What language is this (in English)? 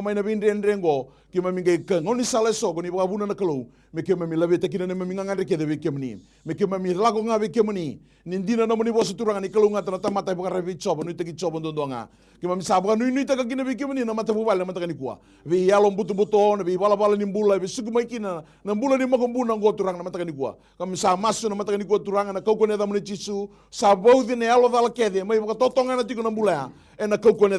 Fijian